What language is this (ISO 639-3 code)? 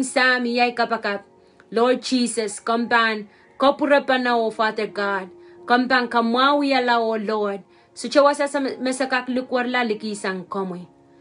pon